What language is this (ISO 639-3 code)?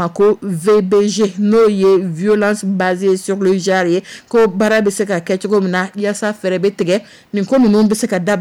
dyu